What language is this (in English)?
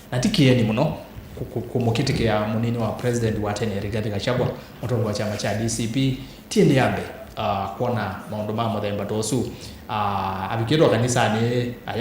Kamba